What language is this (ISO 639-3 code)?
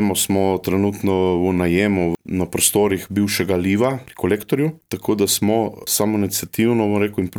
slv